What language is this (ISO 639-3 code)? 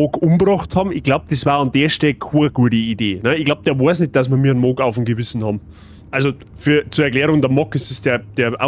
bar